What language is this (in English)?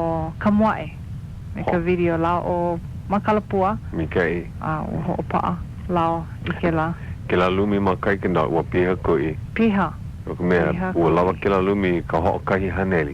Hawaiian